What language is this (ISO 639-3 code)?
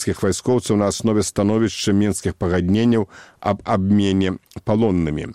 bel